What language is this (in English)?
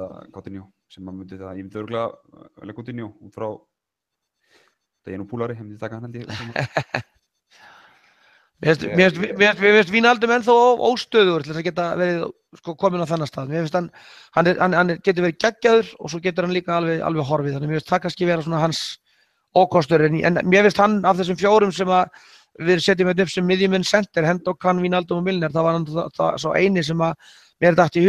Icelandic